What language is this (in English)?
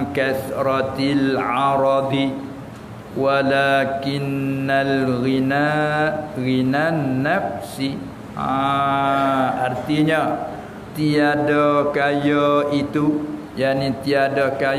Malay